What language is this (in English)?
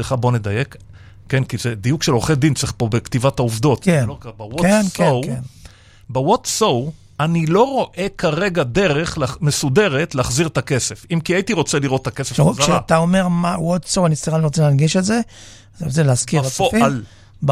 Hebrew